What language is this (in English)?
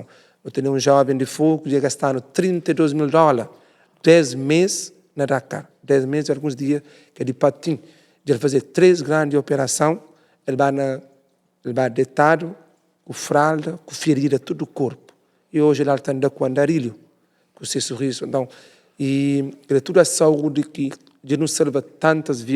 Kabuverdianu